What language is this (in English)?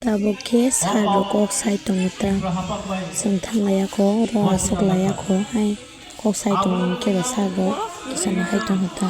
Kok Borok